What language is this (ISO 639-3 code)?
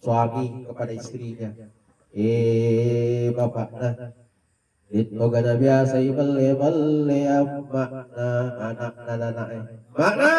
bug